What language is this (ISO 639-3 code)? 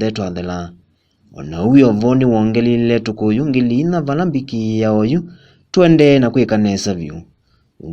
kam